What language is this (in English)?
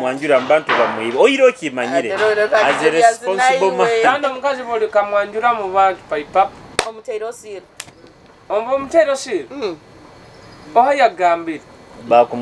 Nyoro